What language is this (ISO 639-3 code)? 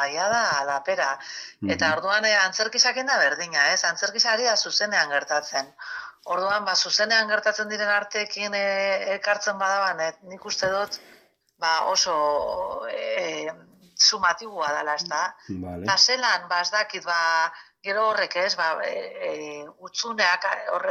eus